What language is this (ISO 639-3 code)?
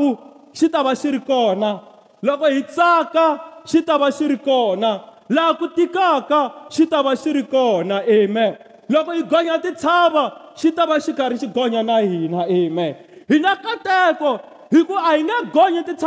tso